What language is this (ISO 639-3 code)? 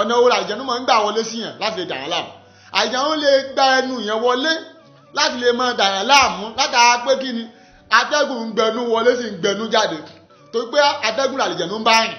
yor